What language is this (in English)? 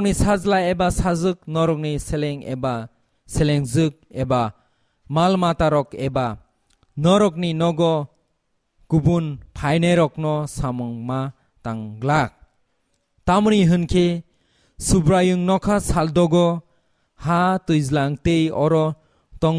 Kok Borok